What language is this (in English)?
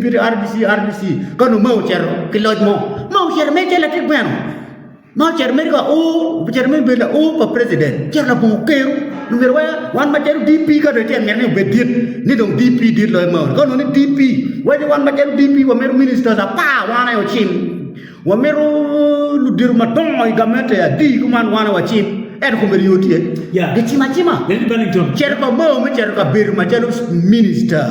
Acoli